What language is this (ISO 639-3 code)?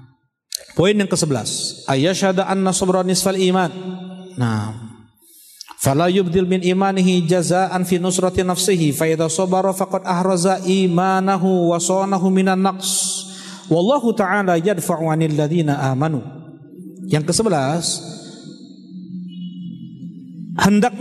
ind